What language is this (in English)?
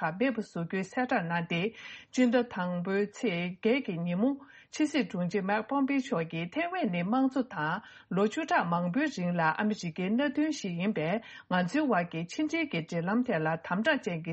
Tibetan